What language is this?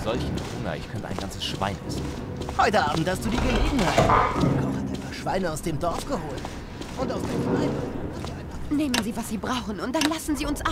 Bavarian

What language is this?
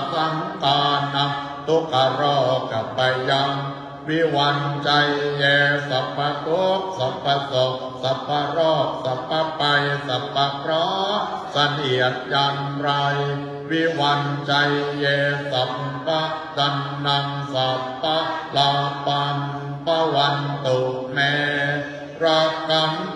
Pali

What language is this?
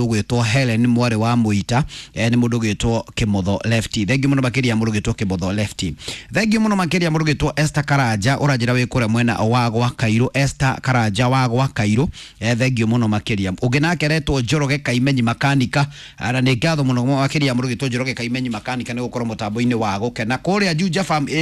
Kikuyu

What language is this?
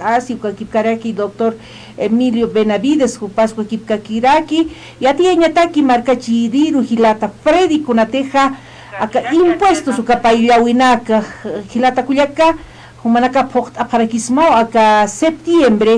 Aymara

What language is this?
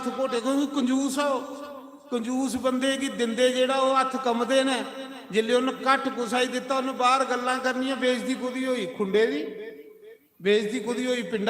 Dogri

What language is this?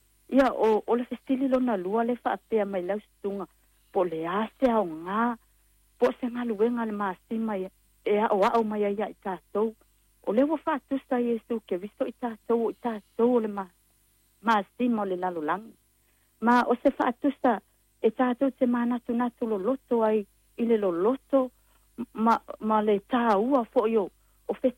Samoan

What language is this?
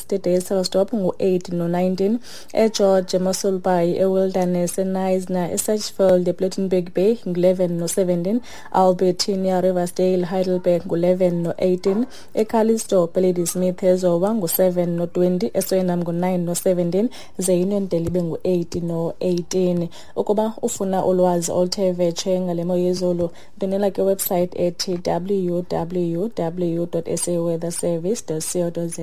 Xhosa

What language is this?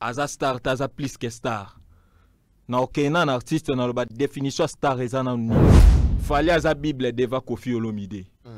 Lingala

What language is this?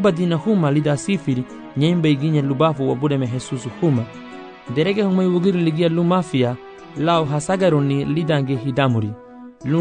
Garifuna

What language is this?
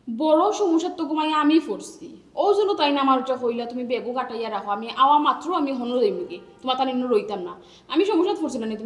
Sylheti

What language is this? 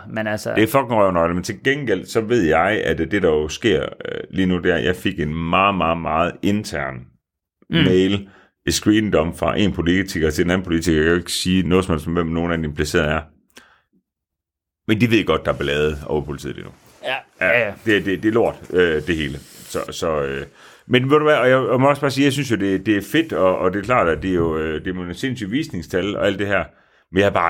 Danish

